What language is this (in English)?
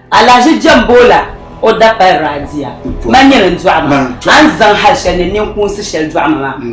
Dagbani